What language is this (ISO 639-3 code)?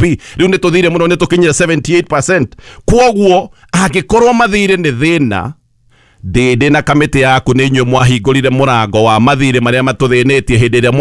kik